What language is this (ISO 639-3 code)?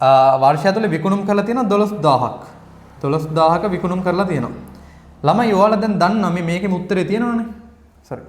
sin